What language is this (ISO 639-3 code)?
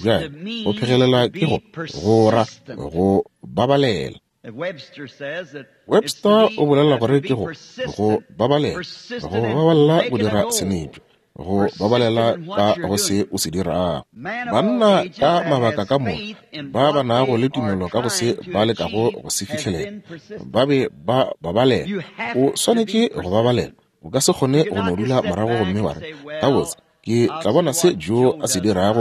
nso